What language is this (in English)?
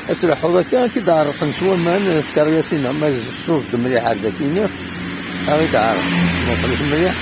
Kabyle